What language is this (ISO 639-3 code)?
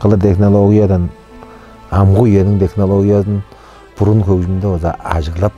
tyv